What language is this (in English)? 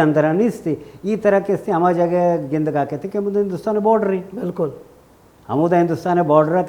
Baluchi